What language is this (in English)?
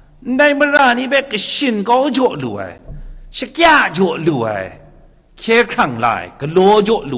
Kachin